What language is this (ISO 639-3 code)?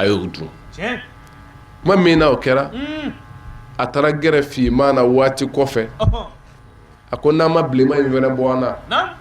bam